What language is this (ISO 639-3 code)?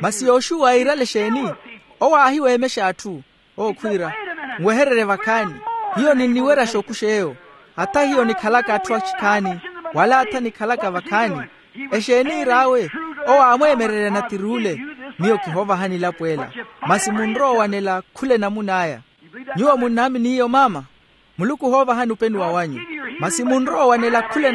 vmw